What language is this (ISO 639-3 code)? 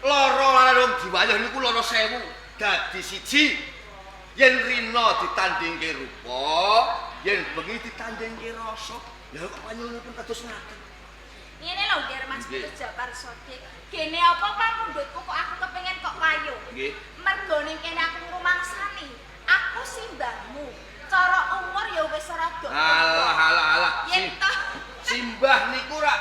jav